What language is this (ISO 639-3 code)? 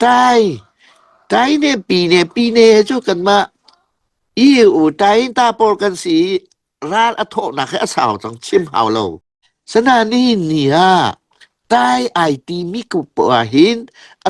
cnh